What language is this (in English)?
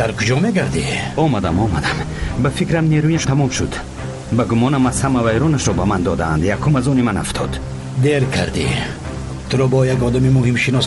Tajik